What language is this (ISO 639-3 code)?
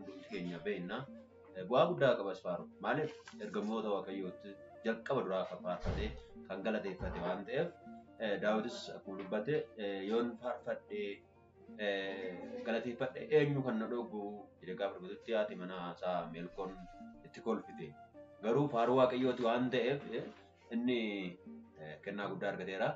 orm